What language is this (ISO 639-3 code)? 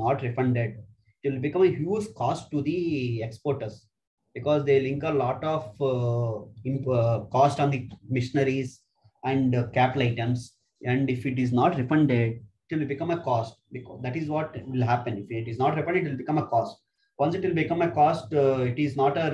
eng